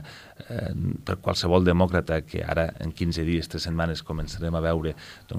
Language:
Catalan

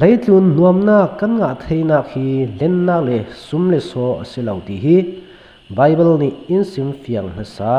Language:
Falam Chin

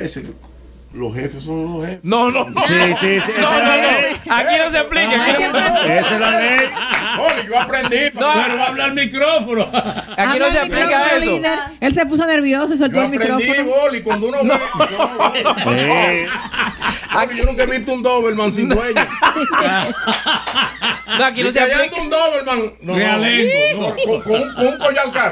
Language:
Spanish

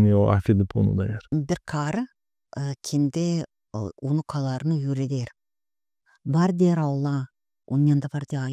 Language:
Gagauz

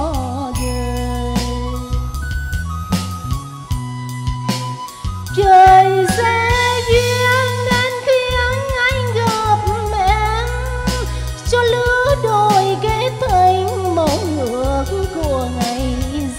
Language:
Vietnamese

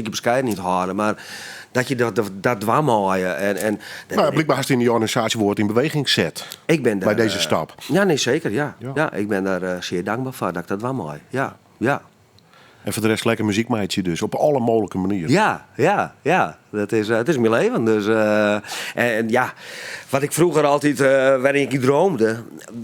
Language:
Western Frisian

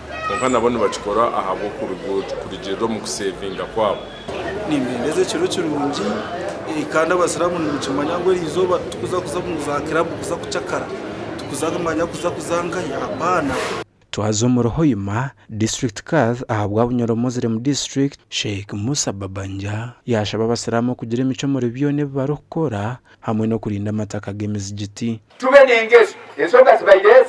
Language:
Nyankole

